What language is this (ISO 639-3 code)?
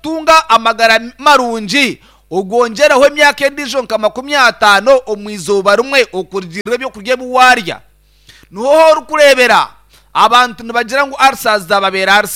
nyn